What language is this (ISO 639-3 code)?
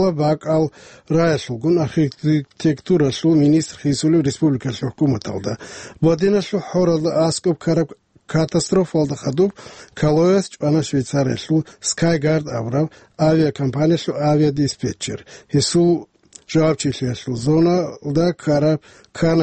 ava